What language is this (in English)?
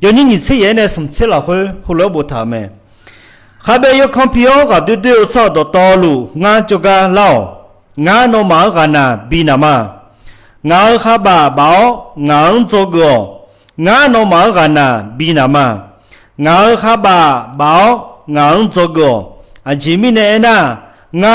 Akha